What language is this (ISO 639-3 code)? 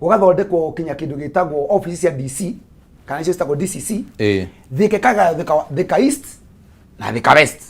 kik